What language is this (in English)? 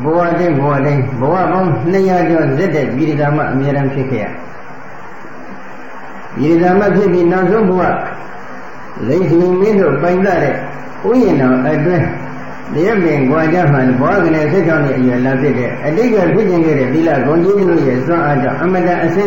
Burmese